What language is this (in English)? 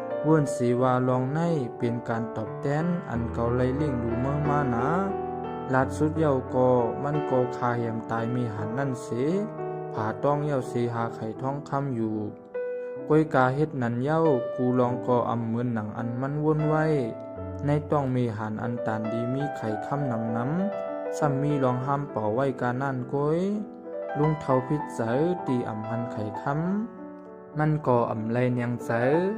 Shan